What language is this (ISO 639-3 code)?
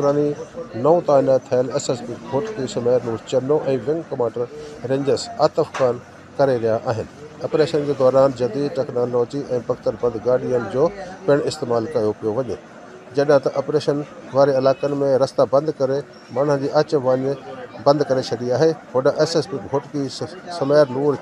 snd